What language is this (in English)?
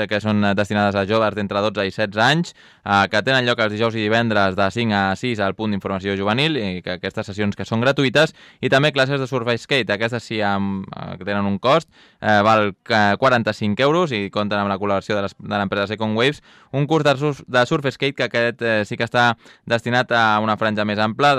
Catalan